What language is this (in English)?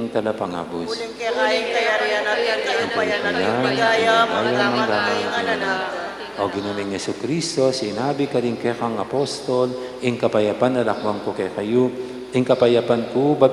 Pampanga